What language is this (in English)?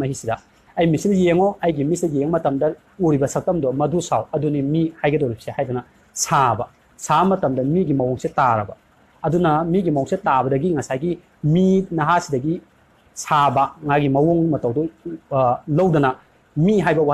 Manipuri